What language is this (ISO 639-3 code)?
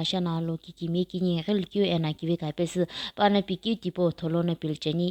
nsm